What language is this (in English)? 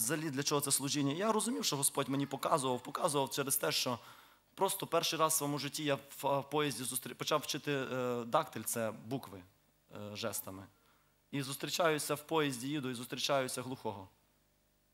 Ukrainian